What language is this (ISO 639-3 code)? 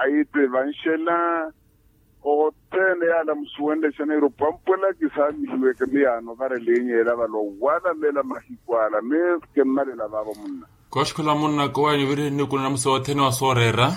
vmw